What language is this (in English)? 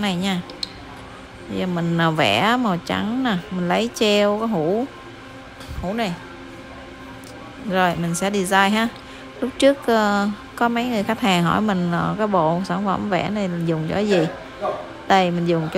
Vietnamese